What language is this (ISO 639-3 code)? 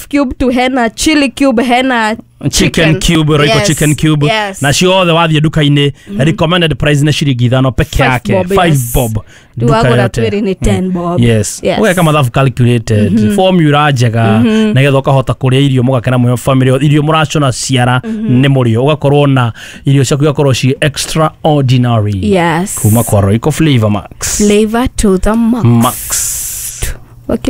kik